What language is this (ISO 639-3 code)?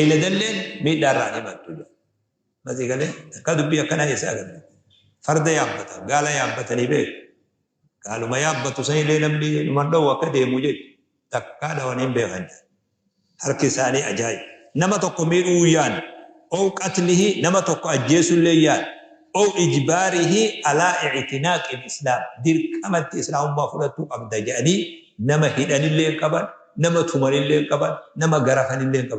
orm